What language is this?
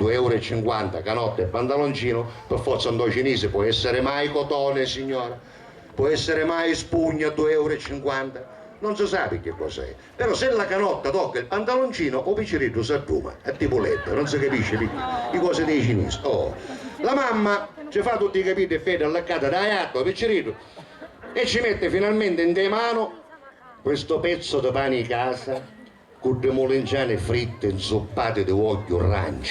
Sicilian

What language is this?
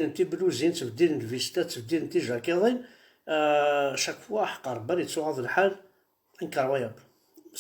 Kabyle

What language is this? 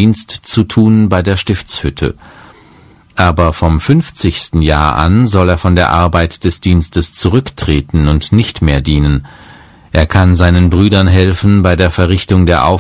German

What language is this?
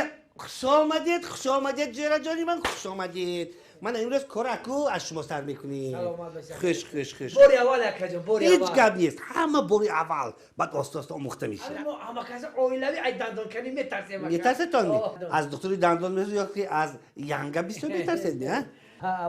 Tajik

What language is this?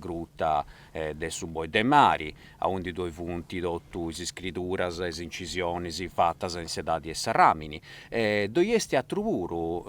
Sardinian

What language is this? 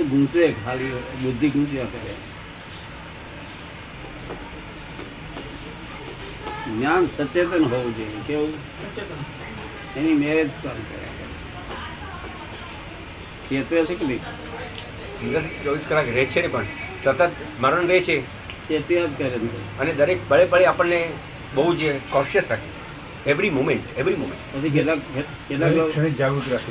Gujarati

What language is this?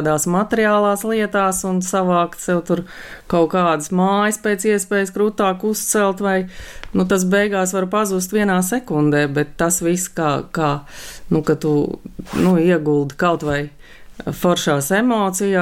Latvian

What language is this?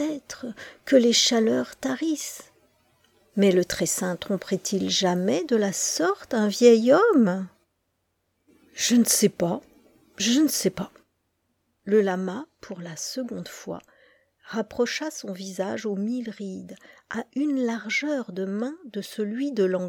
French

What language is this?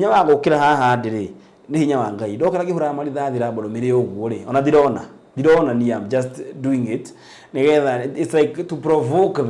Kikuyu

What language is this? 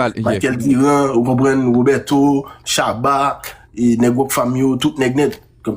Haitian Creole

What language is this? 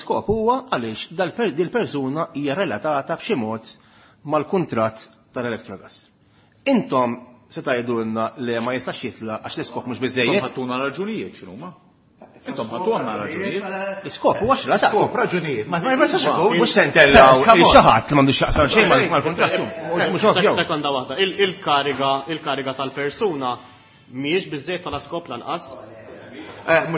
Maltese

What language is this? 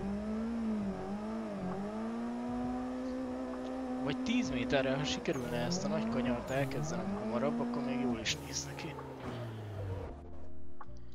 Hungarian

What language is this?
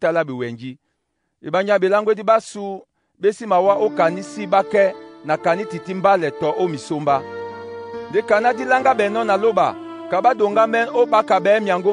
Duala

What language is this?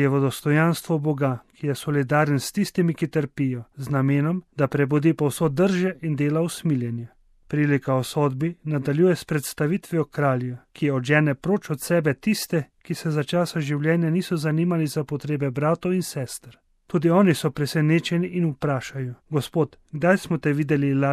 Slovenian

